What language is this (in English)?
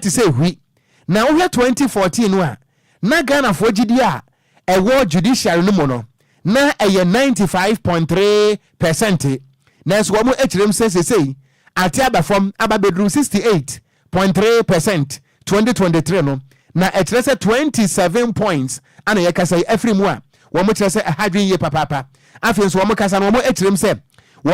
Akan